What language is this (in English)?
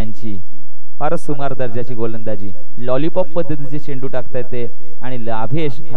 Marathi